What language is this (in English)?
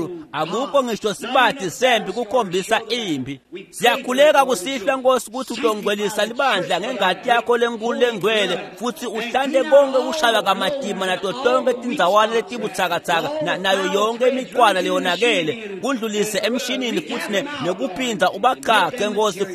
Swati